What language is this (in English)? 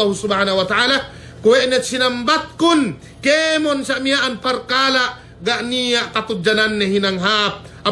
Yakan